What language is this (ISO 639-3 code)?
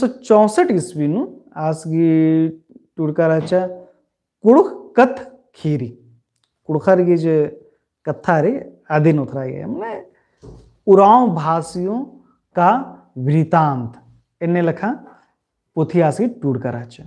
kru